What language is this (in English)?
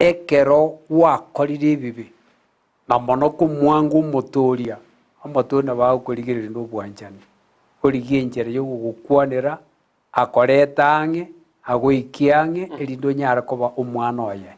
Gusii